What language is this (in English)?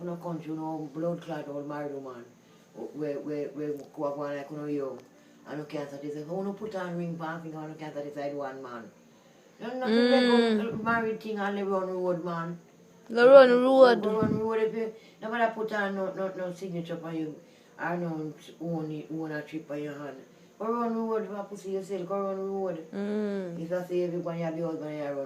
Jamaican Creole English